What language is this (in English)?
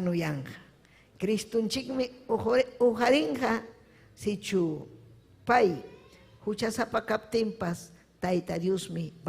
Ayacucho Quechua